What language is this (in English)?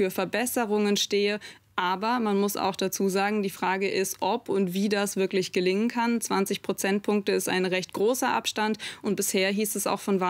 German